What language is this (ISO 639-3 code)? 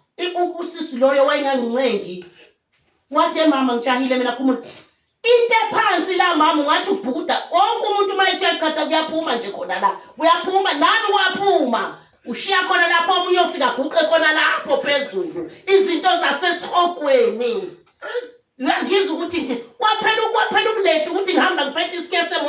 zul